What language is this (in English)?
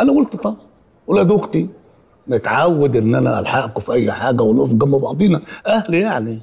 Egyptian Arabic